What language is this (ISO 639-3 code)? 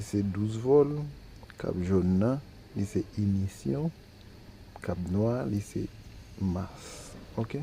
hat